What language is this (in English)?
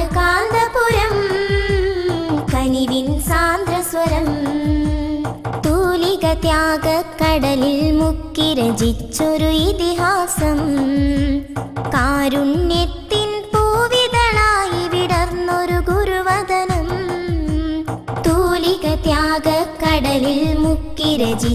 Malayalam